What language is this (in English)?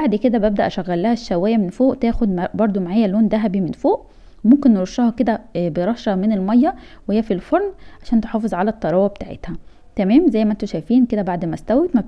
Egyptian Arabic